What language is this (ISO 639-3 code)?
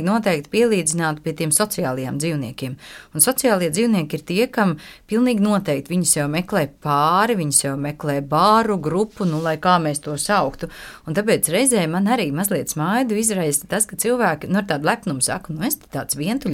lav